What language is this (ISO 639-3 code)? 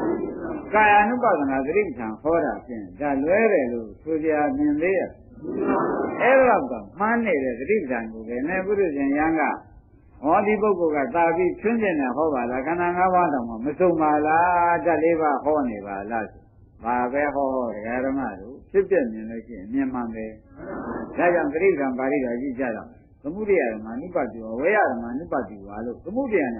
mya